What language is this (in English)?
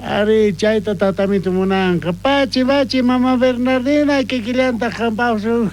South Bolivian Quechua